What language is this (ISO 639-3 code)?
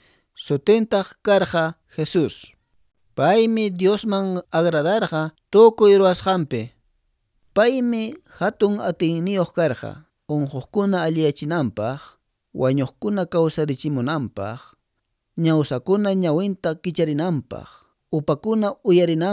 que